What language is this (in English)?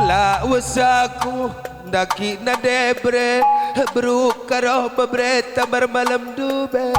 Batak Karo